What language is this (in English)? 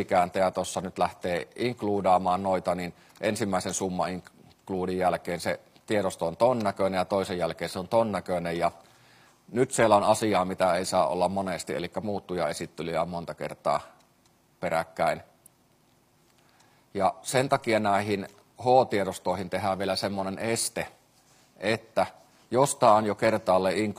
Finnish